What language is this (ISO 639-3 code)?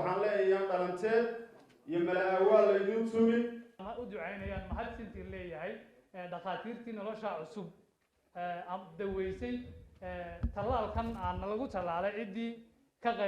som